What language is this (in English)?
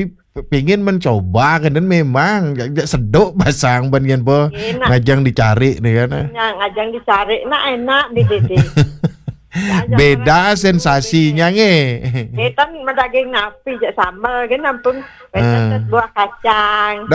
Balinese